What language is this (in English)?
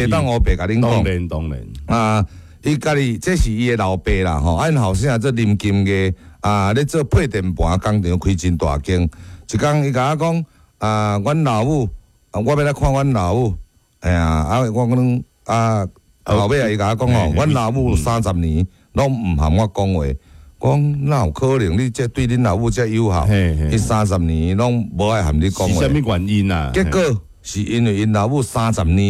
Min Nan Chinese